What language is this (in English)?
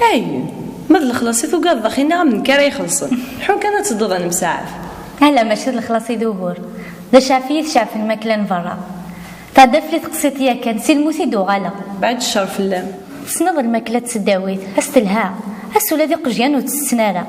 Kabyle